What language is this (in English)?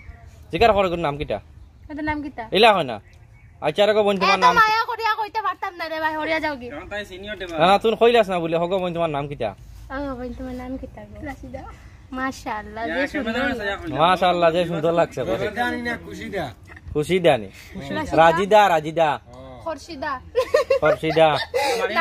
Sylheti